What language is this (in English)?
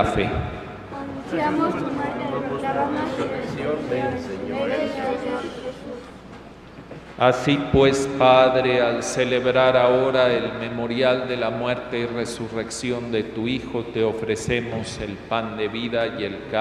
Spanish